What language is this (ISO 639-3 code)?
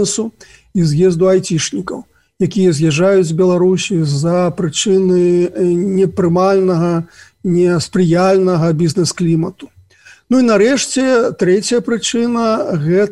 bel